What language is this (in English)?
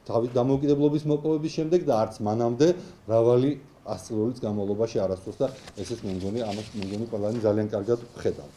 Georgian